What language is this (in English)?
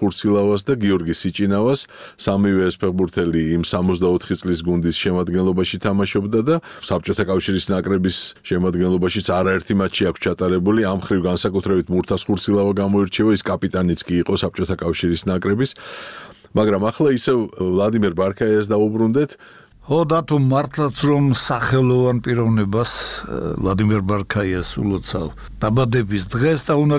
Georgian